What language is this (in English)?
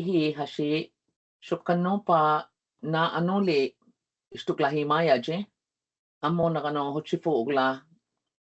Choctaw